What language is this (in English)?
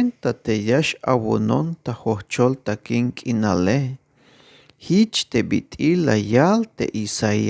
Tzeltal